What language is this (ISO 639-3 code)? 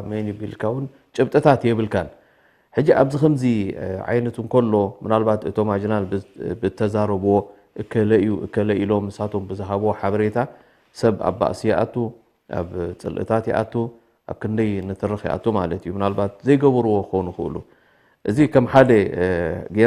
tir